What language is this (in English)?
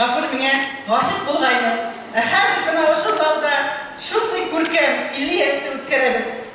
Bashkir